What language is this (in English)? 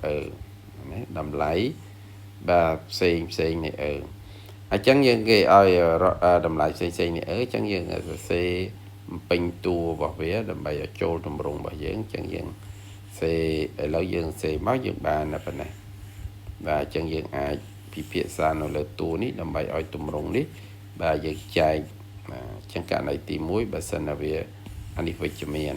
Khmer